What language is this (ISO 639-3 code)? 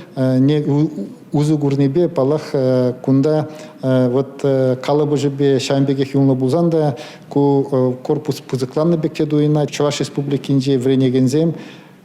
chv